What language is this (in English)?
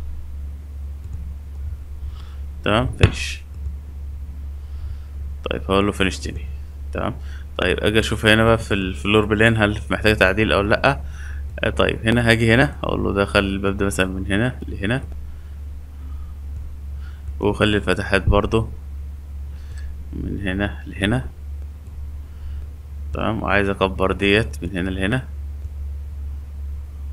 Egyptian Arabic